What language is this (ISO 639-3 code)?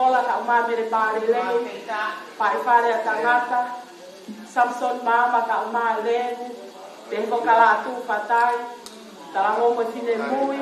ton